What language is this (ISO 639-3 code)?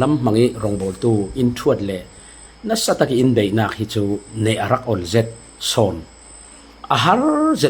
cfm